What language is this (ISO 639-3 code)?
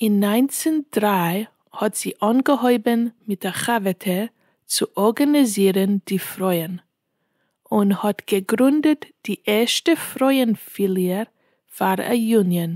yid